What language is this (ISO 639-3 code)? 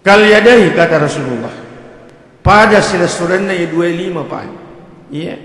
bug